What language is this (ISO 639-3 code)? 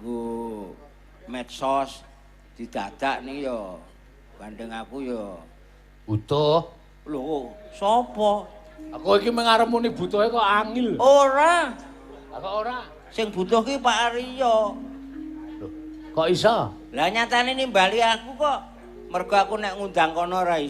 jav